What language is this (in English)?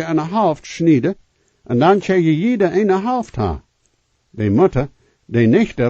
Plautdietsch